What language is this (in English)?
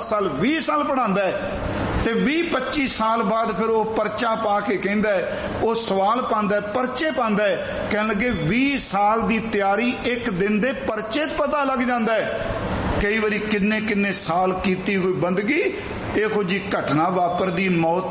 Punjabi